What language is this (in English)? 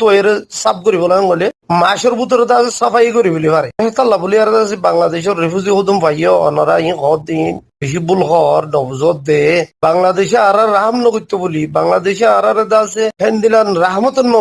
Rohingya